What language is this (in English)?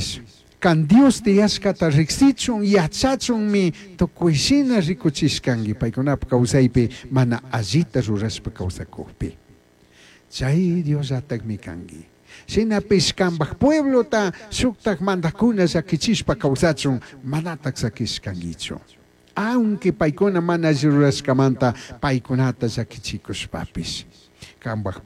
Chimborazo Highland Quichua